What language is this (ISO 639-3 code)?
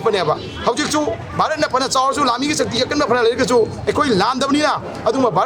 mni